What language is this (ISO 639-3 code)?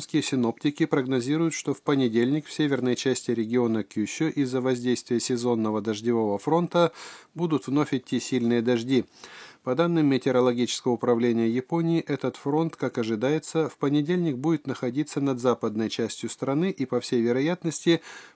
rus